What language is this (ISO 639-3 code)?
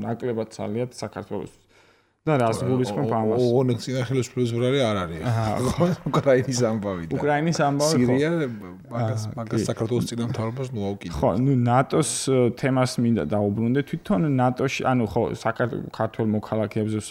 kat